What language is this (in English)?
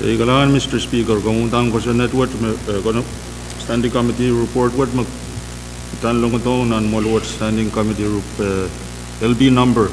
Pohnpeian